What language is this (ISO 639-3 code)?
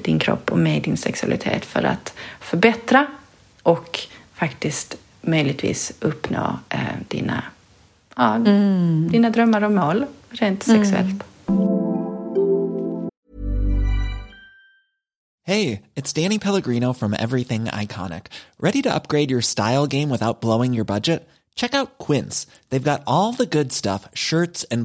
swe